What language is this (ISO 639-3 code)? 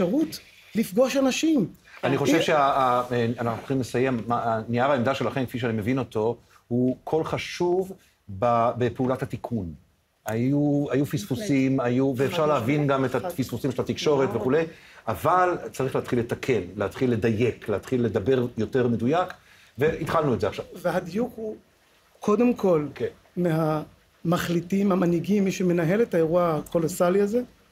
heb